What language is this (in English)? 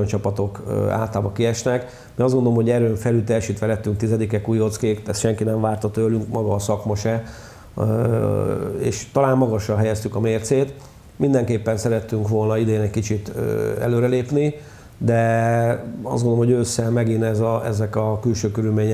Hungarian